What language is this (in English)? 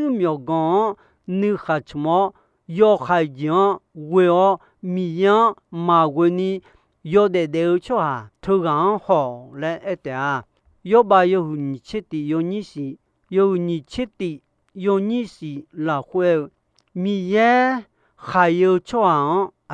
Akha